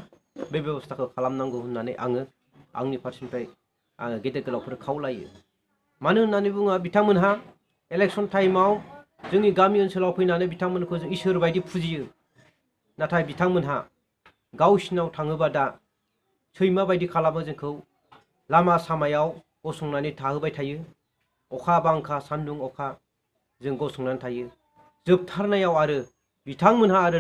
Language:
Bodo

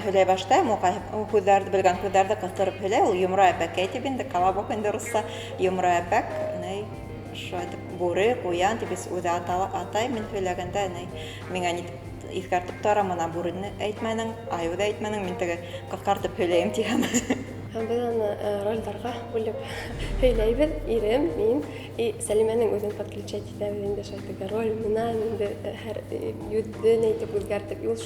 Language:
Bashkir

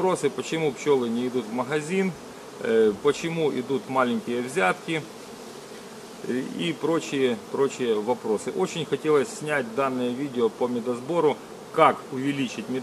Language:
Russian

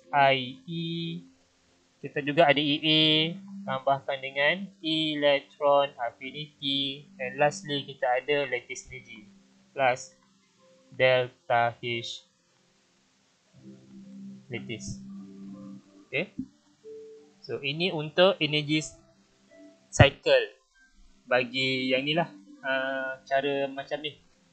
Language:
Malay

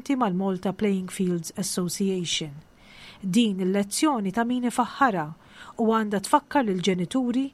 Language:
Maltese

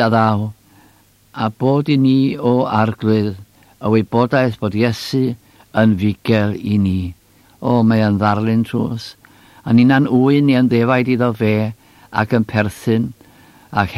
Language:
Welsh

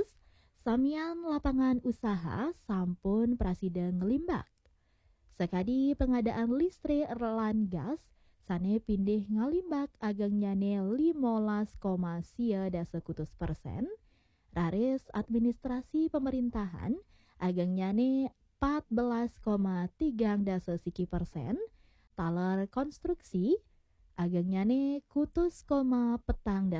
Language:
Balinese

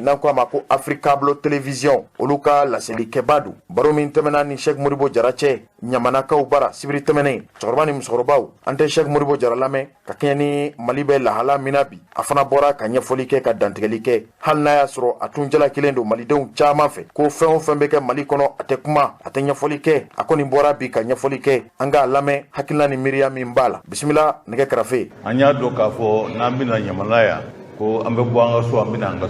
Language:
Bambara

